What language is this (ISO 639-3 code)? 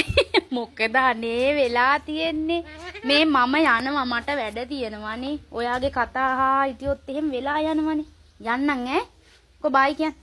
sin